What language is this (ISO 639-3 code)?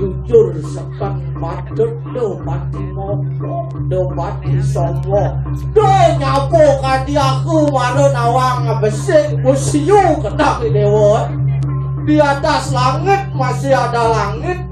ban